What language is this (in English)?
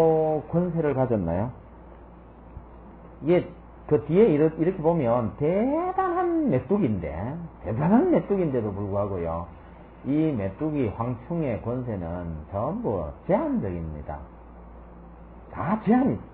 Korean